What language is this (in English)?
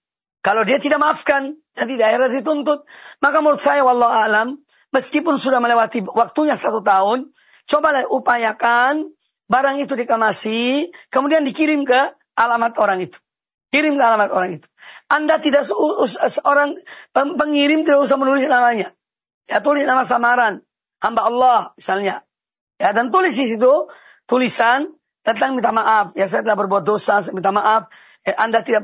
Indonesian